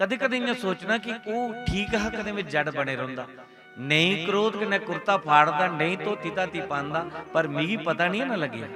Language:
Dogri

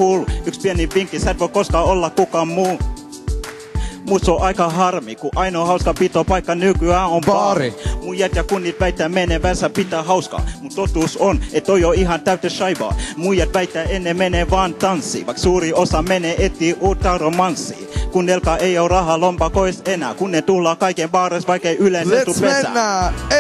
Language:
Finnish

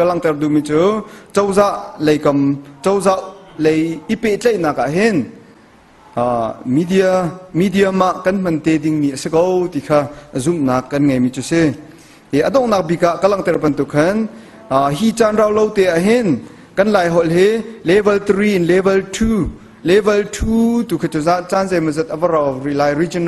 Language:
Hakha Chin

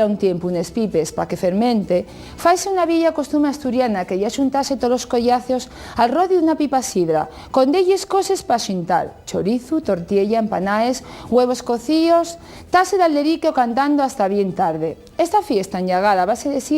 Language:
Asturian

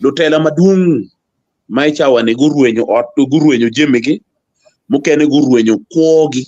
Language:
Acoli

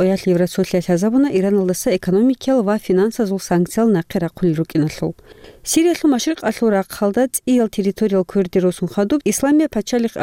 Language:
Avaric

